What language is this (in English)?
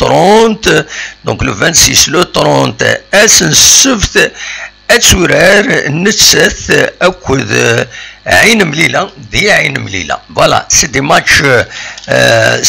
Kabyle